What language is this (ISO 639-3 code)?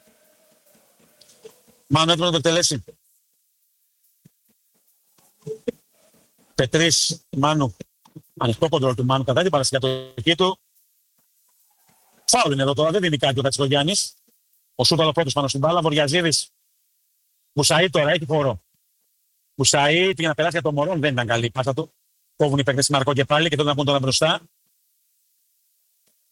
ell